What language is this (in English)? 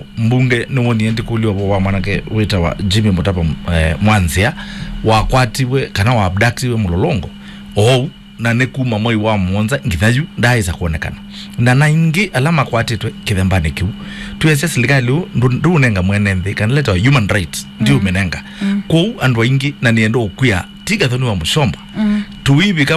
Kamba